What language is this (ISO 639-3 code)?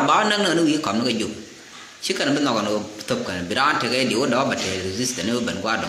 nus